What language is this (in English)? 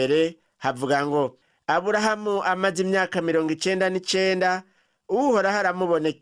Rundi